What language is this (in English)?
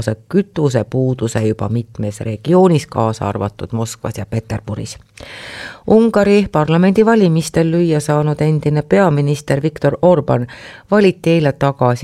Estonian